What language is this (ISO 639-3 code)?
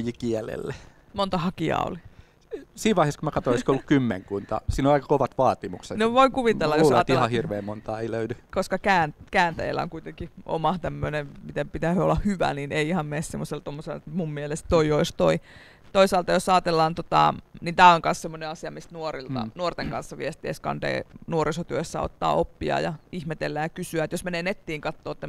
fin